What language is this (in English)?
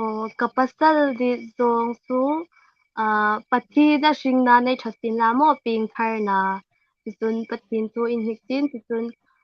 Hmar